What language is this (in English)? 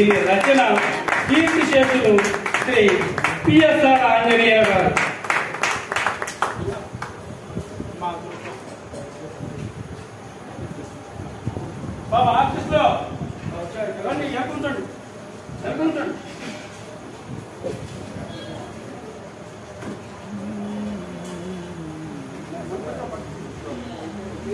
Telugu